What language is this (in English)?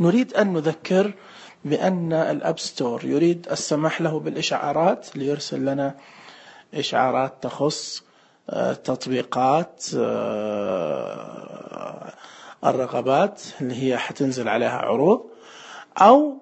Najdi Arabic